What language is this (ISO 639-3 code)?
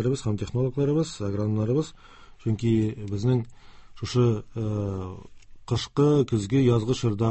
tat